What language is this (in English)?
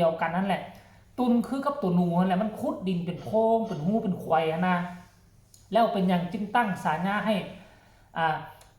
Northeastern Thai